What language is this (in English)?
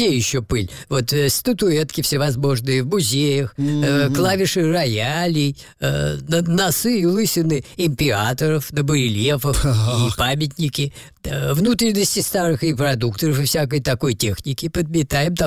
Russian